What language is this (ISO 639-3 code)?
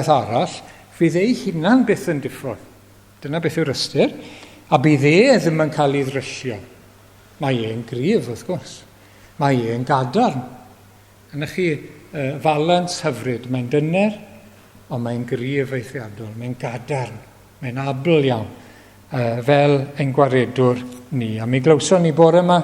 cym